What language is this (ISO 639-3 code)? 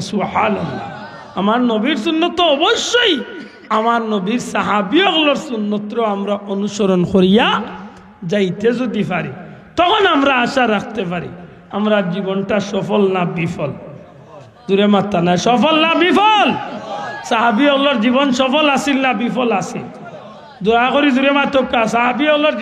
syl